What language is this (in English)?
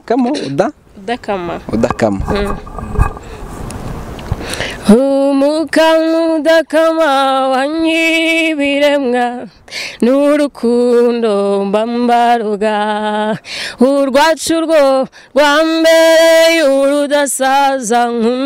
Kinyarwanda